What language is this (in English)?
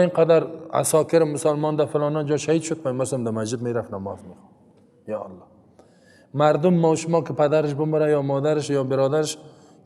Persian